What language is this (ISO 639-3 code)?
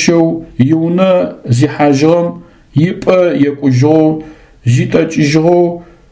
ady